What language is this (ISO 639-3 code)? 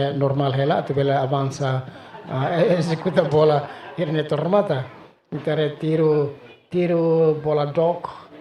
tet